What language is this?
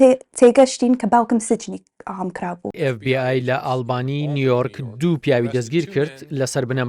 Central Kurdish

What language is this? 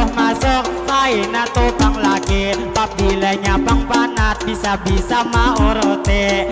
Banjar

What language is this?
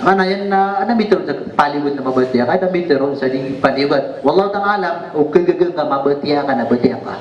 Maranao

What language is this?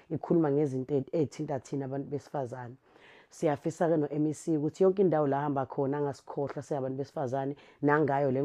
Zulu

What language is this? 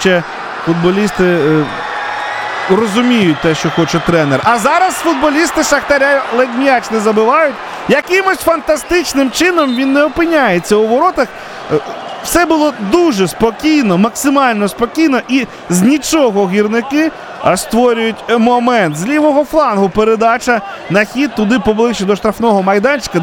Ukrainian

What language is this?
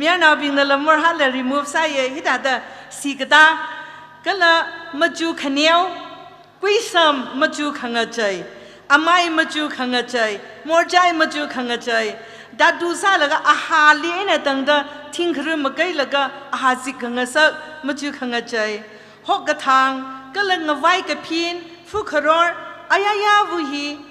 Tangkhul Naga (India)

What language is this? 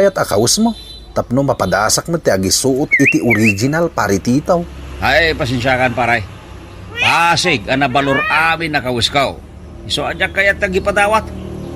Iloko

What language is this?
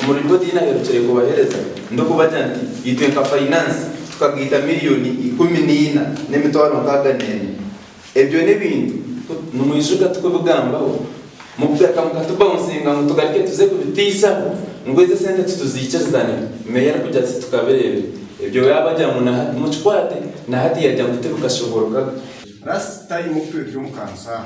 Nyankole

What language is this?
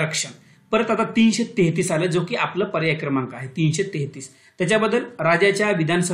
Marathi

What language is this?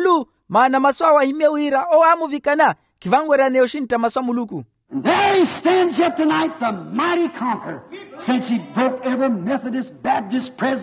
Makhuwa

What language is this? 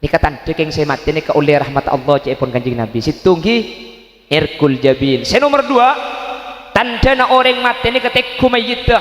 Madurese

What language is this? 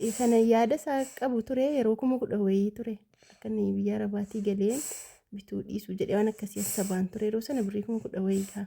Oromo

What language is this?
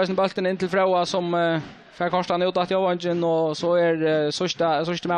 Faroese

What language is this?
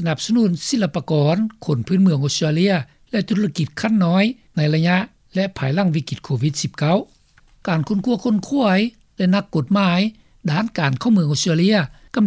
Lao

